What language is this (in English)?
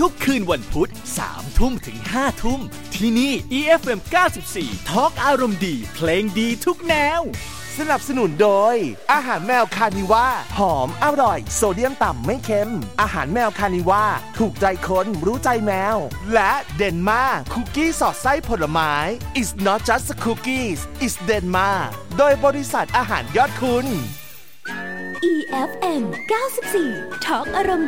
Thai